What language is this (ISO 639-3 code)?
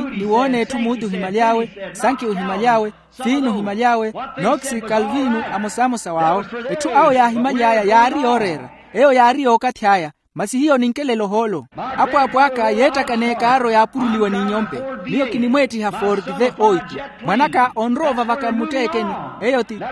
vmw